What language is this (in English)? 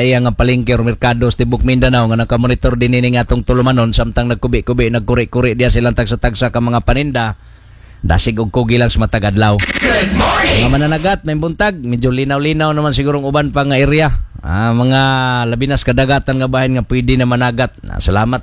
Cebuano